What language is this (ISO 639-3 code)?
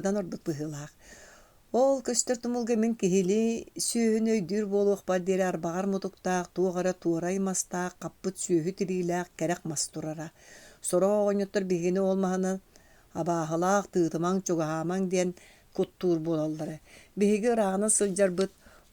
sah